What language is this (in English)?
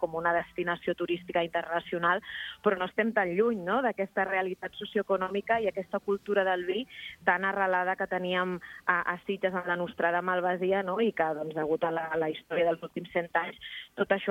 Catalan